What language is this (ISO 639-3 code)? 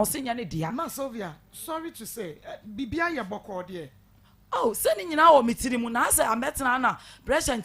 aka